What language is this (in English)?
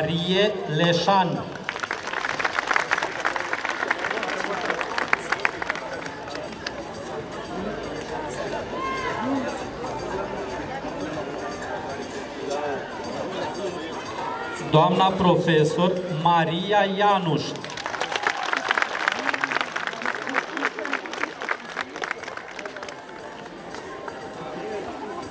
Romanian